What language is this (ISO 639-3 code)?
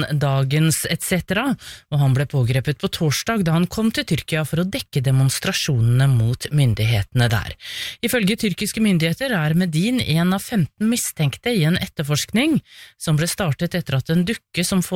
nor